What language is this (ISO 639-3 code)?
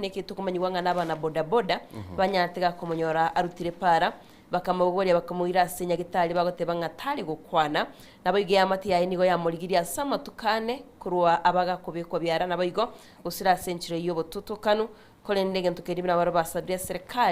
guz